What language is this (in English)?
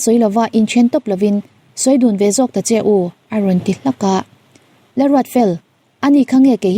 Mizo